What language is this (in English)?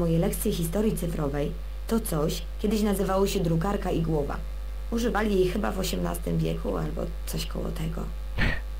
Polish